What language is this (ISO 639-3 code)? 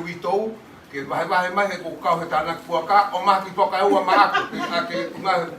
ton